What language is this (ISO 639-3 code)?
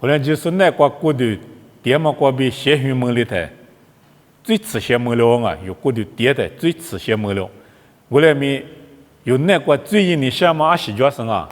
lis